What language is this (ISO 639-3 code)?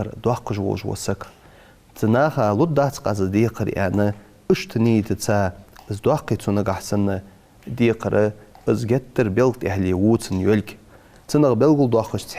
inh